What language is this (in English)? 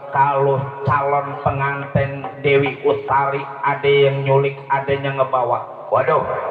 Betawi